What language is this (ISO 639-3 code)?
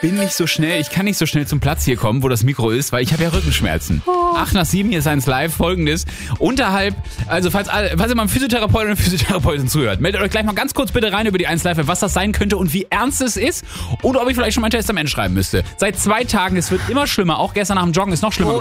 deu